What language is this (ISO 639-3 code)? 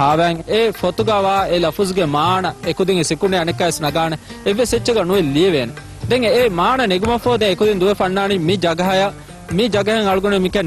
div